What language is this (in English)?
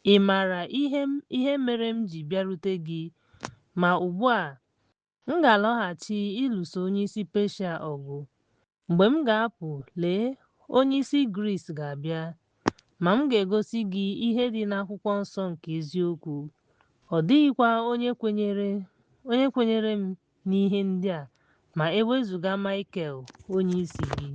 Igbo